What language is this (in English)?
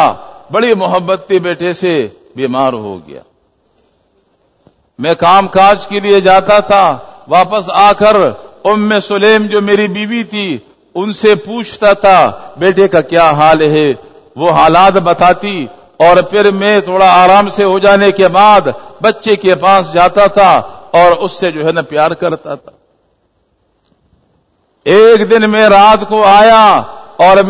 Urdu